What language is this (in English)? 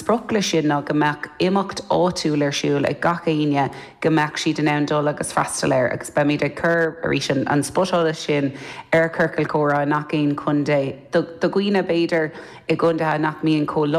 Irish